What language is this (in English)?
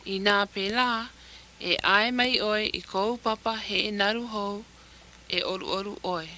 Hawaiian